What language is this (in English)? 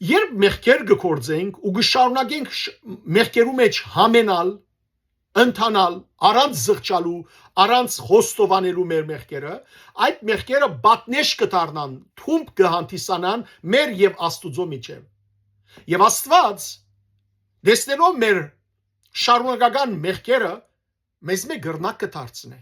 Western Armenian